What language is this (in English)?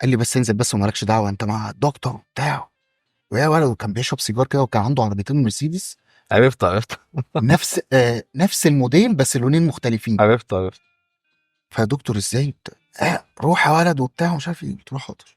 Egyptian Arabic